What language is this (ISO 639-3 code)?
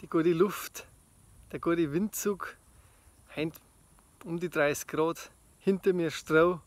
bar